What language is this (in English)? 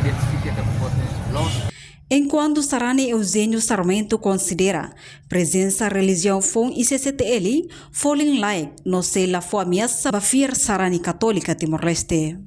Tetum